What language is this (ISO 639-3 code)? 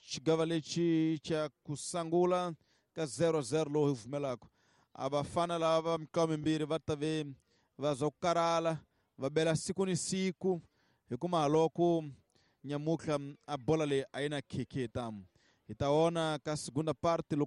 tso